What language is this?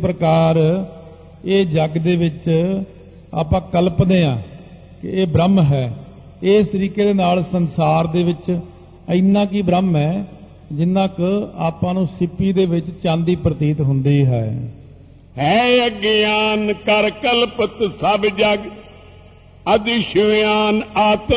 Punjabi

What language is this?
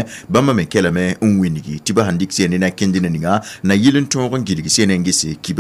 Mossi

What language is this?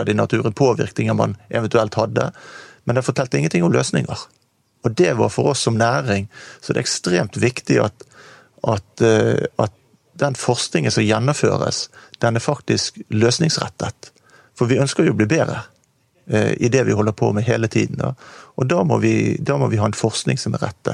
Norwegian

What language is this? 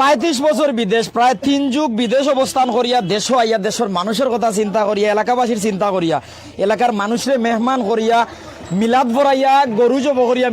Sylheti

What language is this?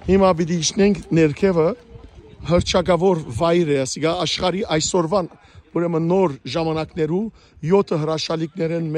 Western Armenian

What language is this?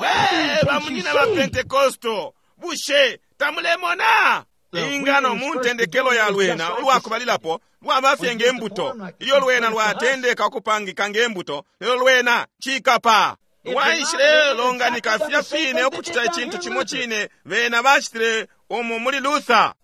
Bemba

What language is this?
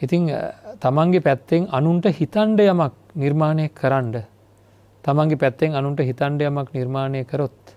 Sinhala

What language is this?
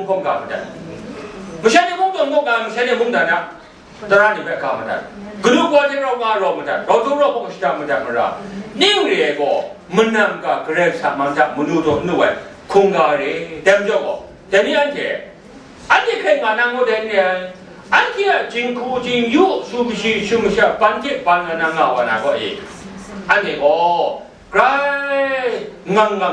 Kachin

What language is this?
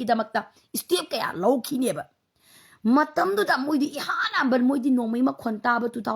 Manipuri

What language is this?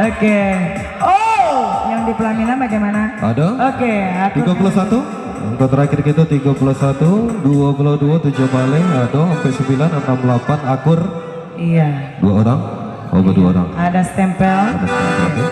Minangkabau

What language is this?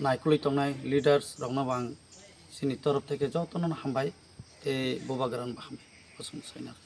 Kok Borok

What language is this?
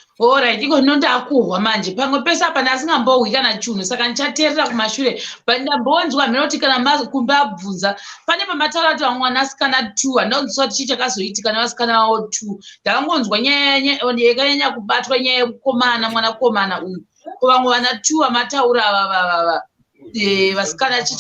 Shona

